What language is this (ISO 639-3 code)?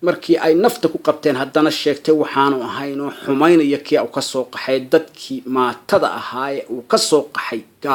som